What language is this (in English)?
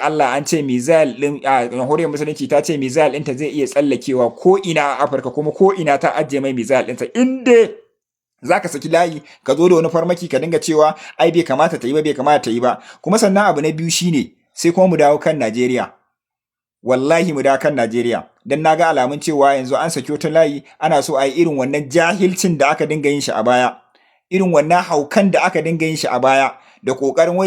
Hausa